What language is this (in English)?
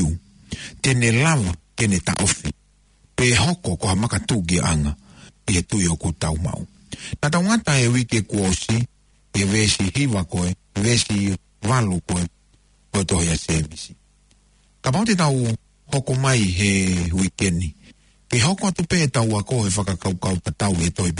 Tongan